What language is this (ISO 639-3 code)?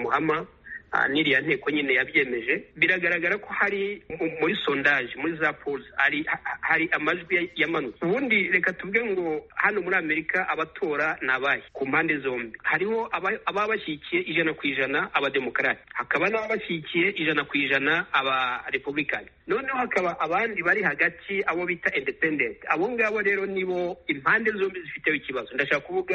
kin